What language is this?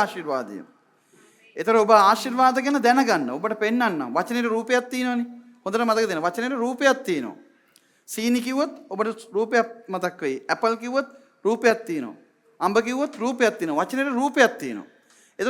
Sinhala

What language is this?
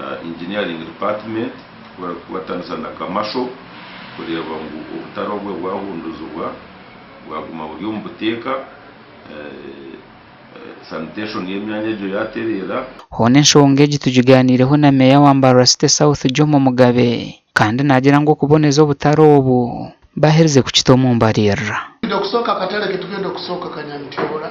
Nyankole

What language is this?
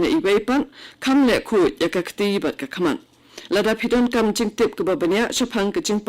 Khasi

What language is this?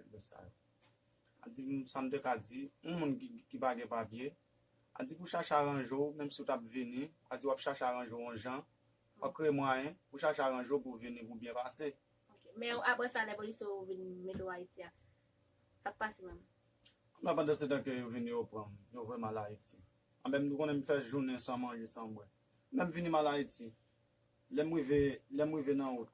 Haitian Creole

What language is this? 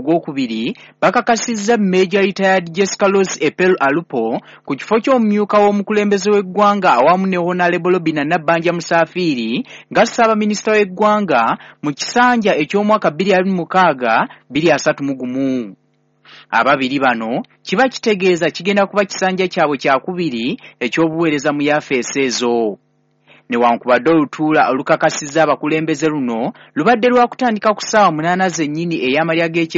Ganda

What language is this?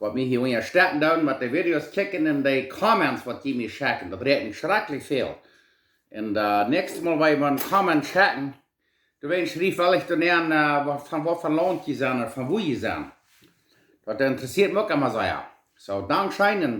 Plautdietsch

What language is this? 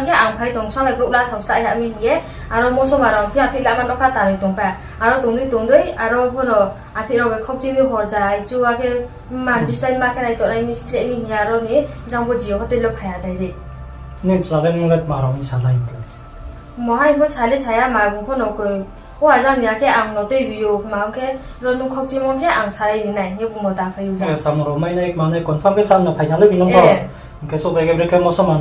Riang (India)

